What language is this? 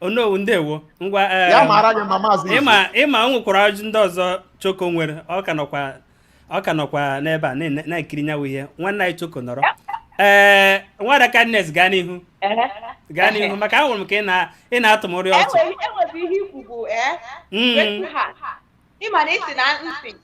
Igbo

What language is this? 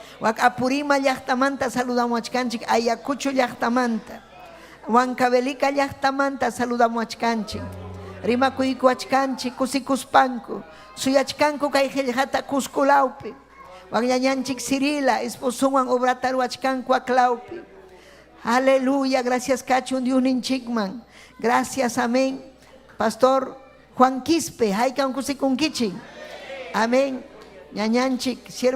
Ayacucho Quechua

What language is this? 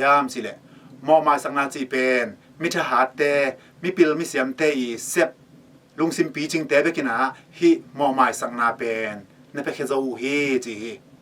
Tedim Chin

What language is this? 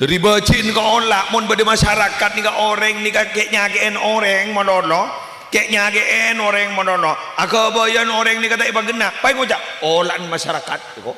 Madurese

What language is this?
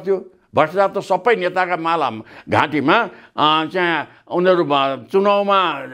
Nepali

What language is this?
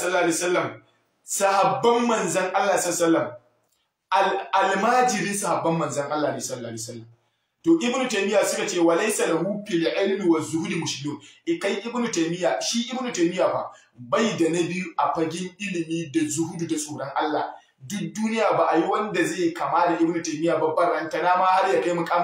Hausa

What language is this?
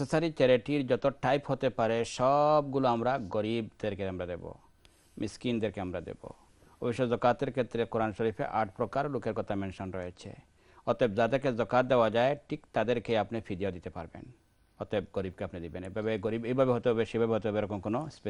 Bangla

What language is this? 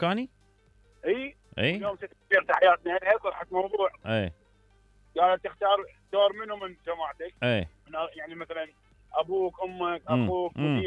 Mesopotamian Arabic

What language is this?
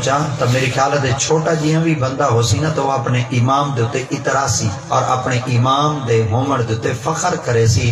Saraiki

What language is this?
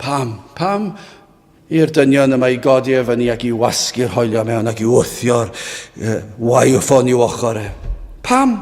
Welsh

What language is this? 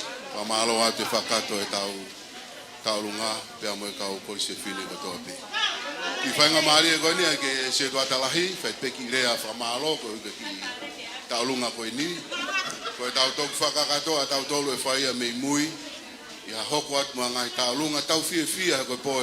Tongan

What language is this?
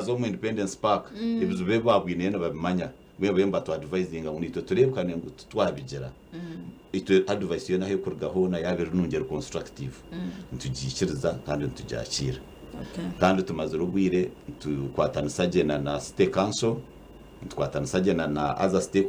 Nyankole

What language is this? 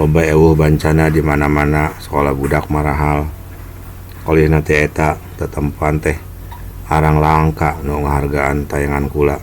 Sundanese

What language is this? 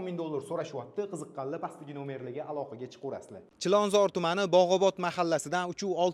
Uzbek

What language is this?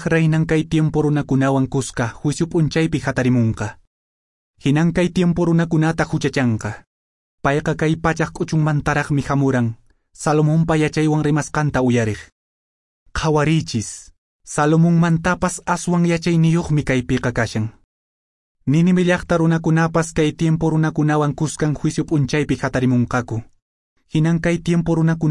Quechua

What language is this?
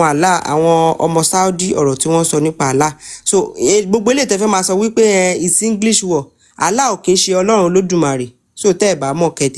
Yoruba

